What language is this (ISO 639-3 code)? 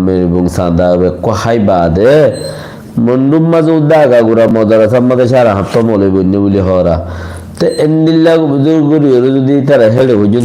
rhg